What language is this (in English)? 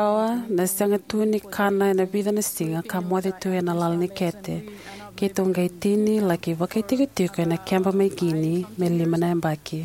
Fijian